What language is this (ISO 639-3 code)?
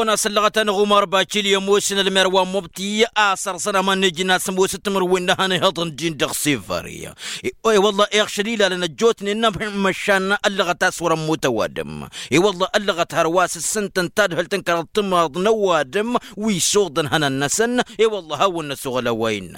taq